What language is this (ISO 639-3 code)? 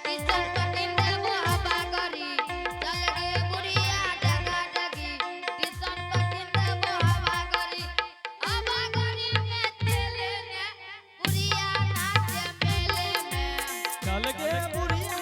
anp